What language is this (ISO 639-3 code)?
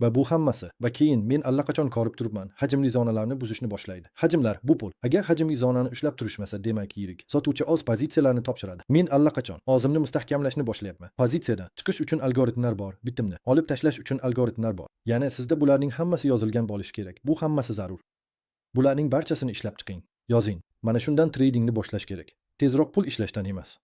uzb